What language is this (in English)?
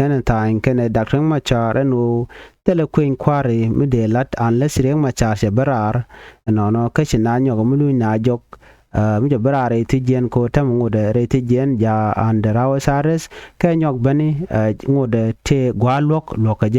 Nuer